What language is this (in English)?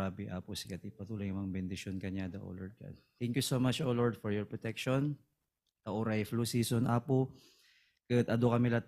Iloko